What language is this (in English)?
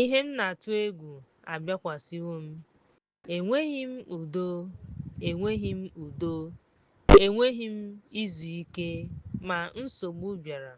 Igbo